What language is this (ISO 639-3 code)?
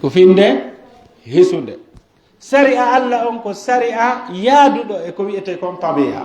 fuf